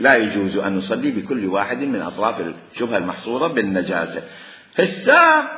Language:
Mesopotamian Arabic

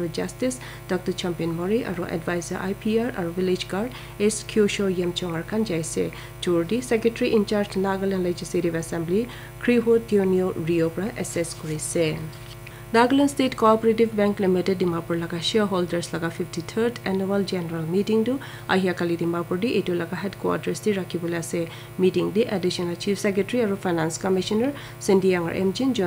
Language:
Naga Pidgin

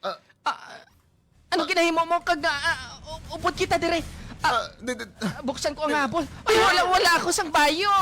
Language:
Hiligaynon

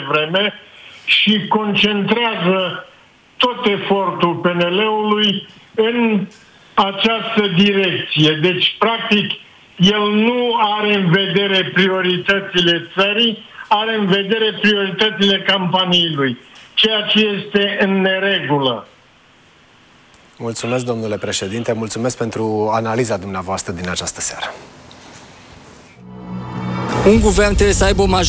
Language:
Romanian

